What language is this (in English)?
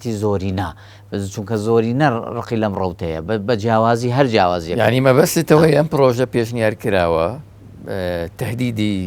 Central Kurdish